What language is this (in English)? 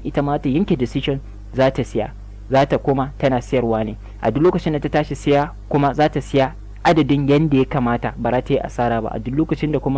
Hausa